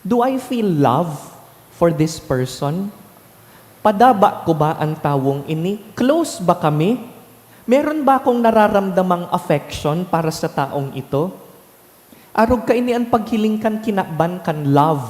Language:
Bikol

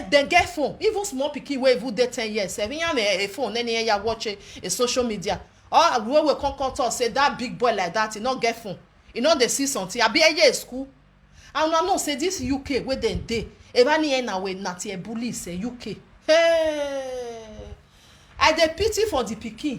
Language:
Nigerian Pidgin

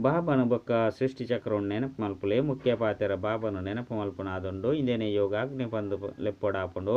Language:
Tulu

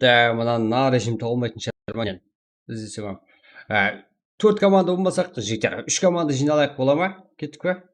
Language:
Kara-Kalpak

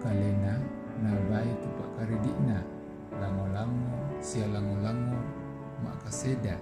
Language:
Toraja-Sa'dan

